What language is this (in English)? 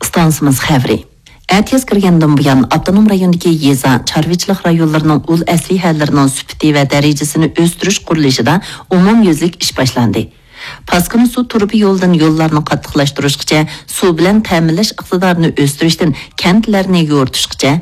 Uyghur